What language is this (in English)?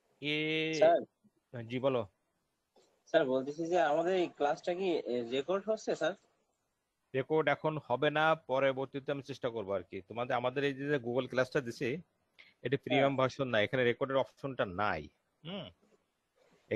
Bangla